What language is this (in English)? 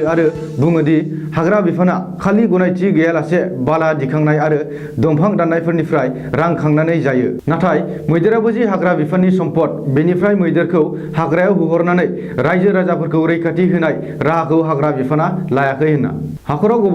Bodo